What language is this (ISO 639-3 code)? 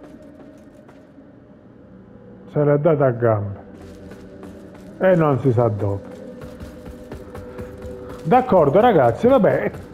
ita